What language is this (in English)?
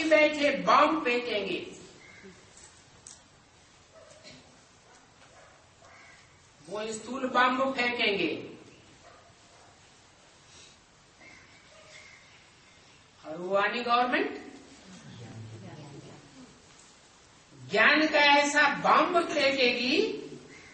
Hindi